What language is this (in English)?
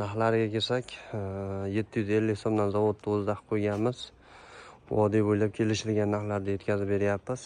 Uzbek